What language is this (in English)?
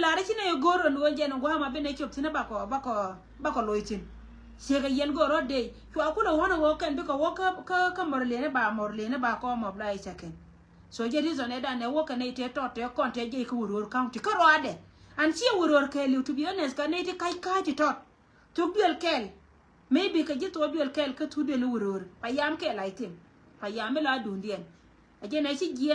Nuer